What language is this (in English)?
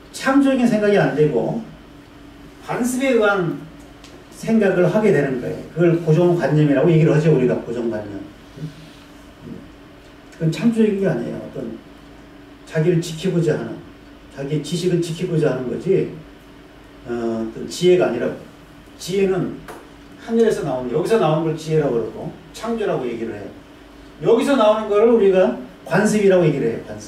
Korean